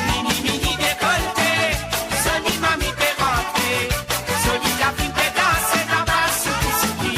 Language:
Morisyen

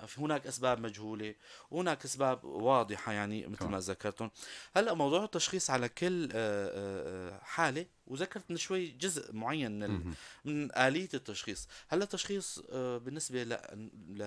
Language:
North Levantine Arabic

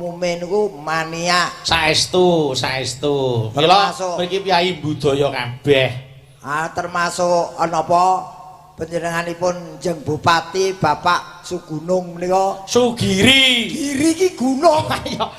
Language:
Javanese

